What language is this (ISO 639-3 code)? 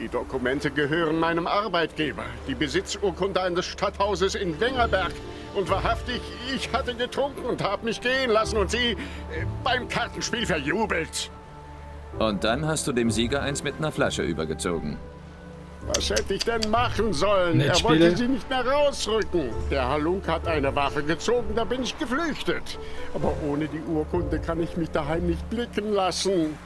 gsw